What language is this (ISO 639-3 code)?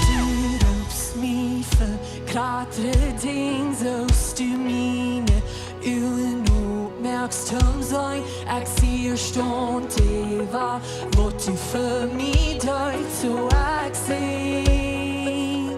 pdt